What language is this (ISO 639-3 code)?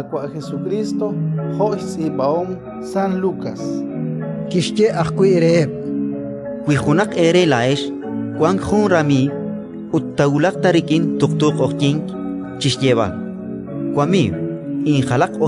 kek